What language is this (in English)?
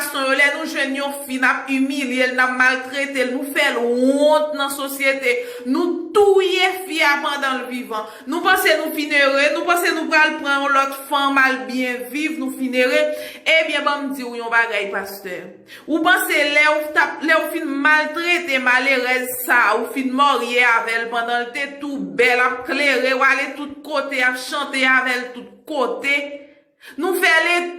Haitian Creole